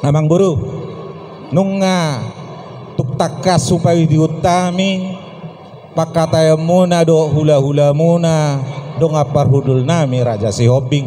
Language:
Batak Toba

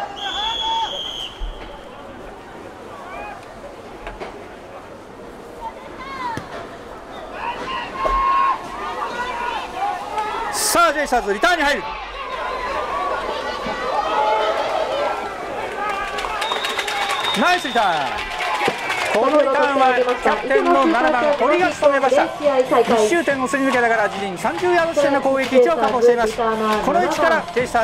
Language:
Japanese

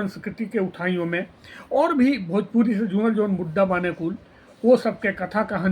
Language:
Bhojpuri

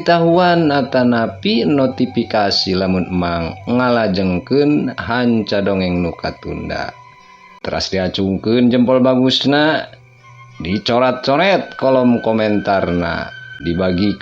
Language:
Sundanese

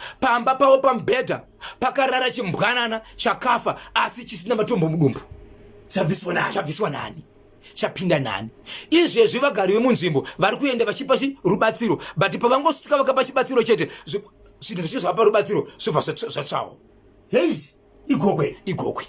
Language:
Shona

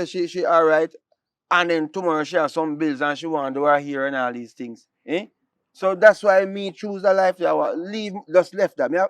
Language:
Jamaican Creole English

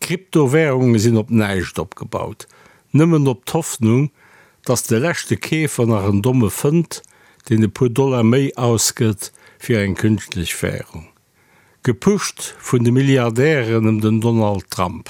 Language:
Luxembourgish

